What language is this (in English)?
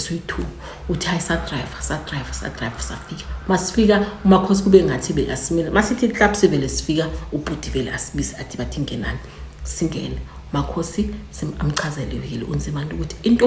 Zulu